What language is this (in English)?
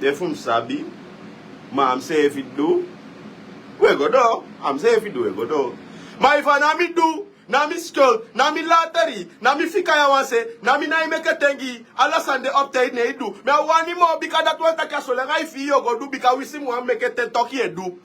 Sranan Tongo